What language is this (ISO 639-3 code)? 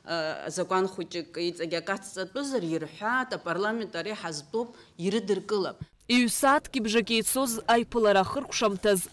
abk